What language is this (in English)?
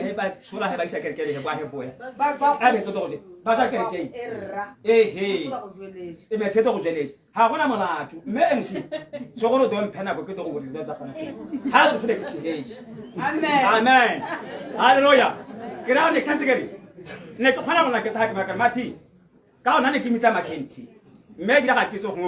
Tswana